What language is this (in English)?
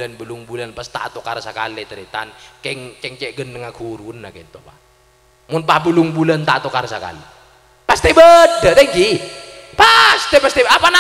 Madurese